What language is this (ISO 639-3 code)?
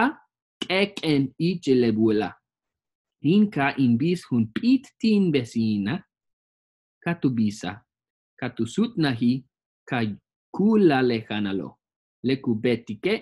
yua